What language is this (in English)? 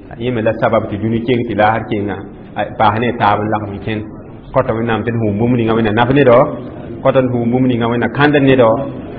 Mossi